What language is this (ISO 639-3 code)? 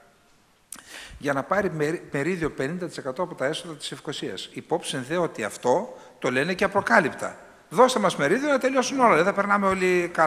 ell